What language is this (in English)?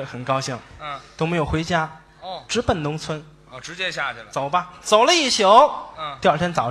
Chinese